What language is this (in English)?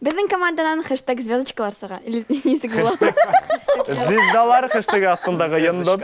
Bashkir